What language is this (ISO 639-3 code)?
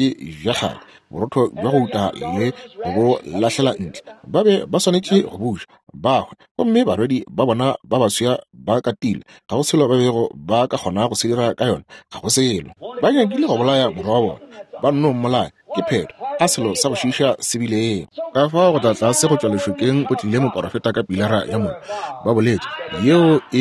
nso